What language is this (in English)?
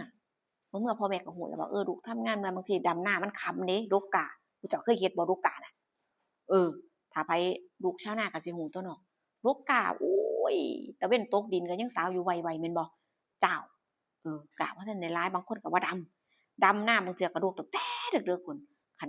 Northeastern Thai